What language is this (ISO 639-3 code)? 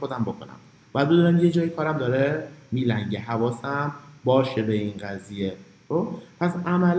fas